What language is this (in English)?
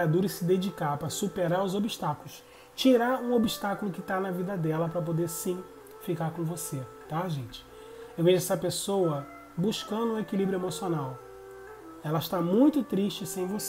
Portuguese